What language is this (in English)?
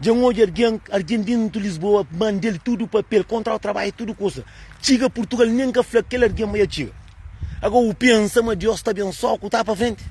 Kabuverdianu